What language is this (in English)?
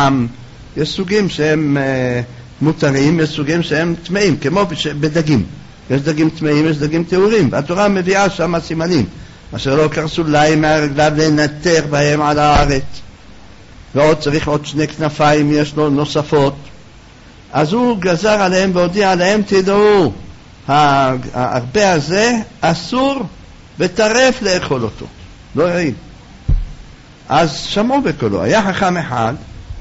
Hebrew